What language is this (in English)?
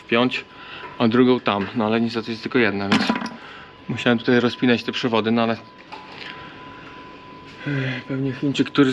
Polish